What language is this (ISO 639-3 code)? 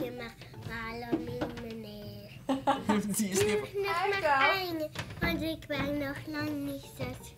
lim